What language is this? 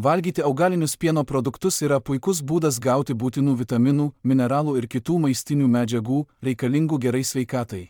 Lithuanian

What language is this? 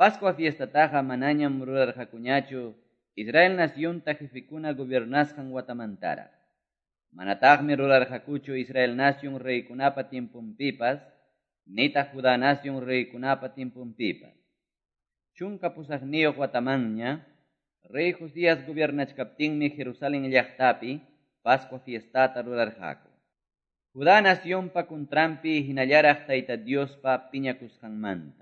Quechua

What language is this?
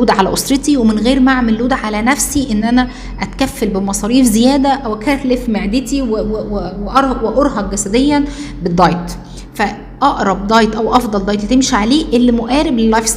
Egyptian Arabic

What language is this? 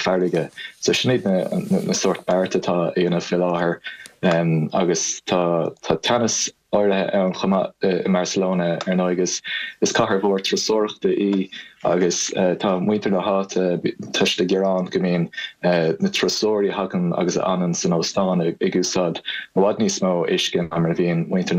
Irish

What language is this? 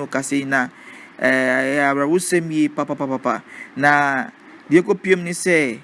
Akan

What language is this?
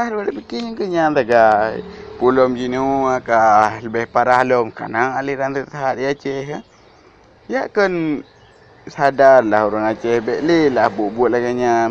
Achinese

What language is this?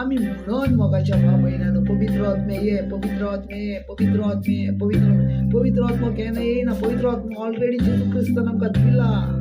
Konkani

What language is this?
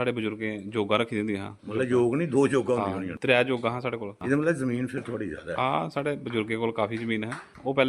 Dogri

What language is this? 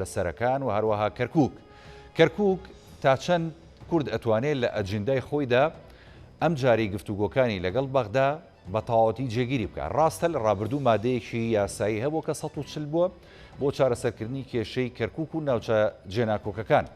Central Kurdish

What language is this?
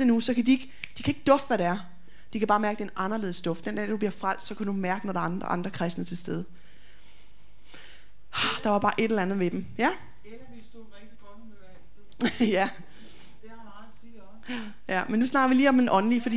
Danish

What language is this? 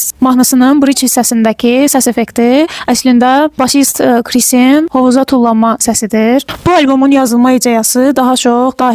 Azerbaijani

